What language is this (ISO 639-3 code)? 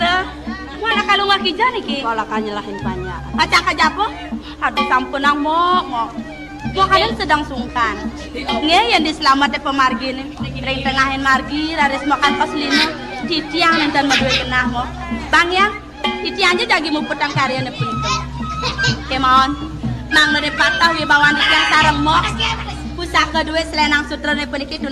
ban